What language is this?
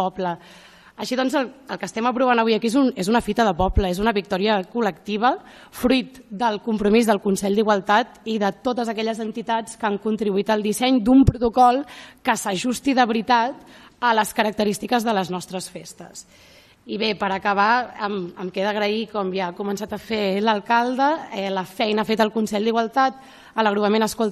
Catalan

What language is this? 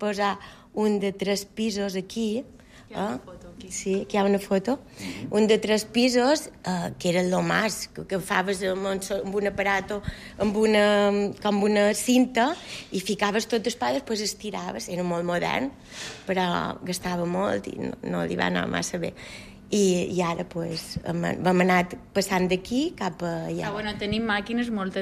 Catalan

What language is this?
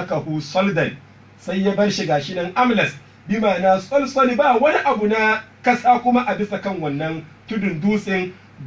Hausa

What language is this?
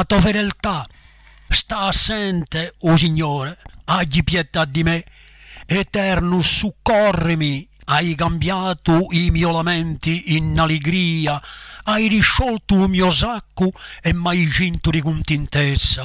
Corsican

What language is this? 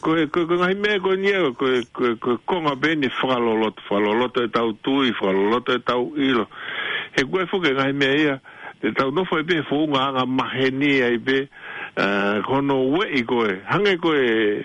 Tongan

